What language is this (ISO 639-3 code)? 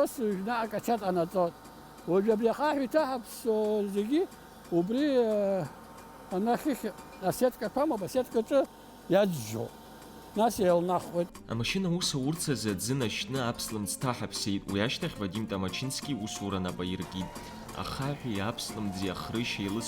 abk